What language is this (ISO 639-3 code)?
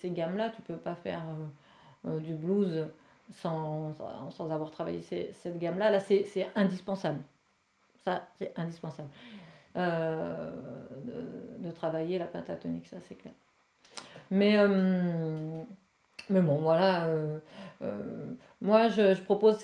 fra